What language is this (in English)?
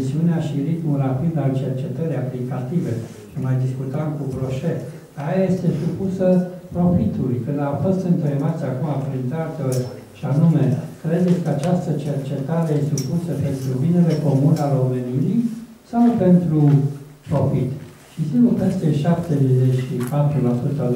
Romanian